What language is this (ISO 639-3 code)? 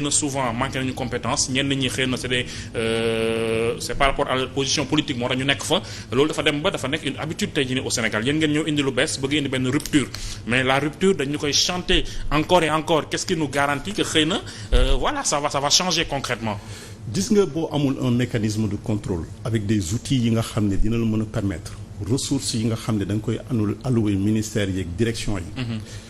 wol